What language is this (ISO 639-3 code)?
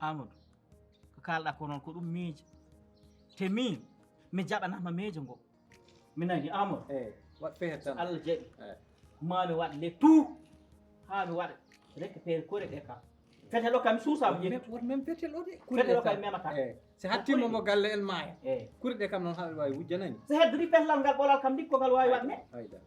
ful